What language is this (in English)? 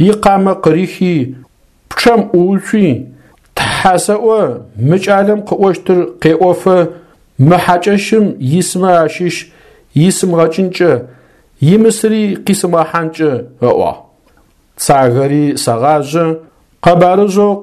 Adyghe